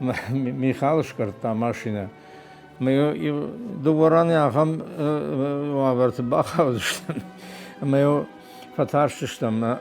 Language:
Ossetic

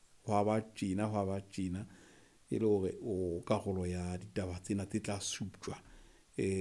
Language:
Southern Sotho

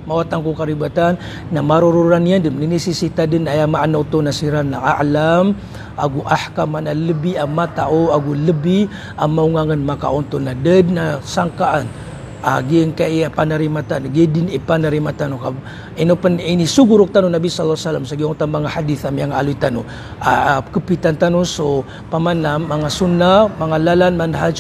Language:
Maranao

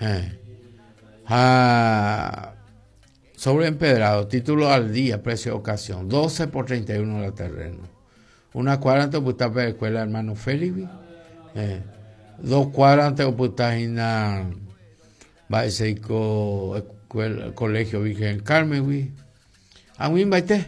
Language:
Guarani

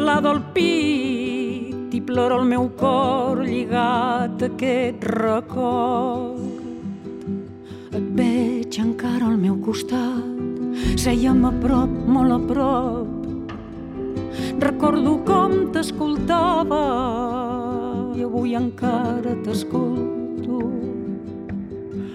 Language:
Catalan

